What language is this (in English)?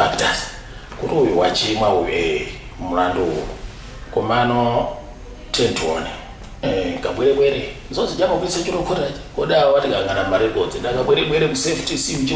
Nyanja